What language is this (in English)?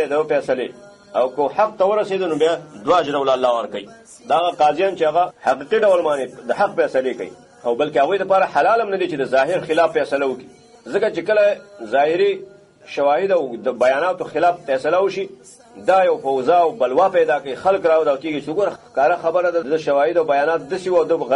Pashto